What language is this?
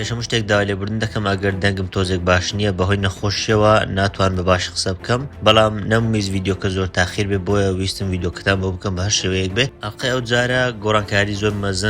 Central Kurdish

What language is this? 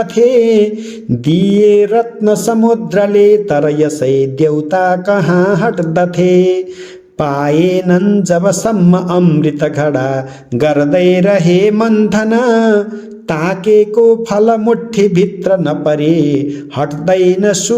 Nepali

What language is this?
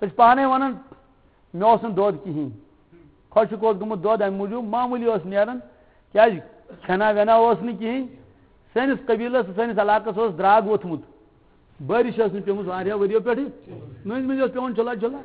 Kashmiri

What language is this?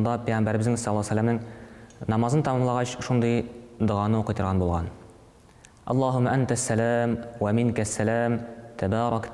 Tatar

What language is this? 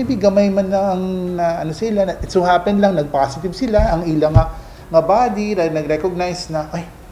Hiligaynon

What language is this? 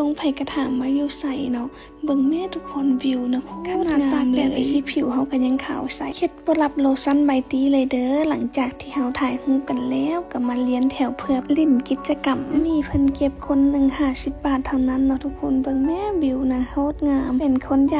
Lao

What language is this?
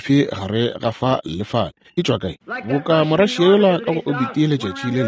Northern Sotho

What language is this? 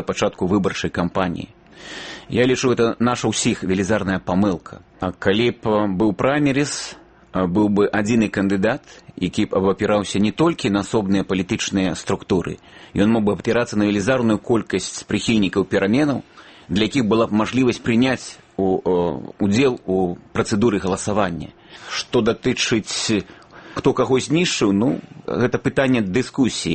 Belarusian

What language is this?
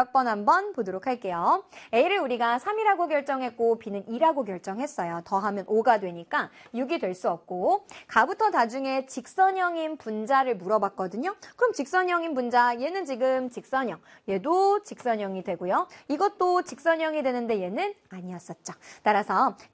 Korean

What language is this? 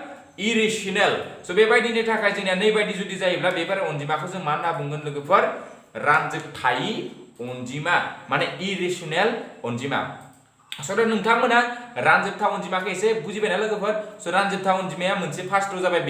Bodo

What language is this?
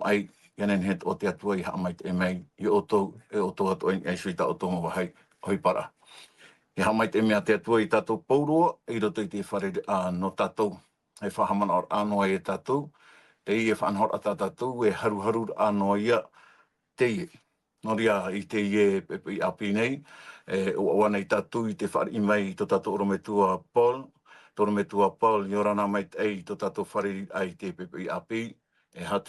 Tahitian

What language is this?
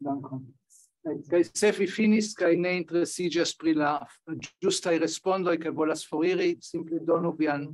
Esperanto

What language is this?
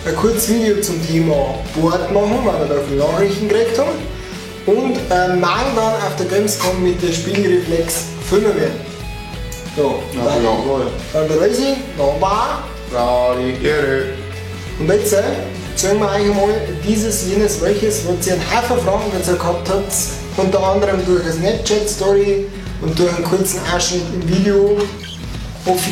Bavarian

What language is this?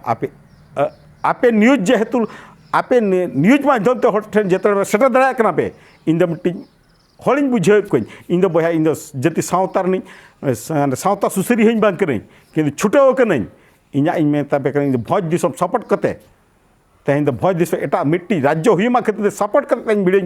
Santali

